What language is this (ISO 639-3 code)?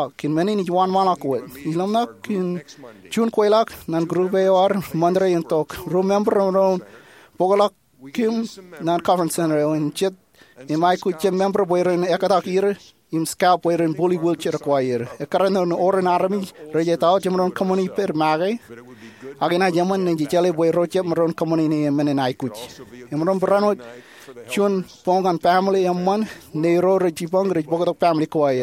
mah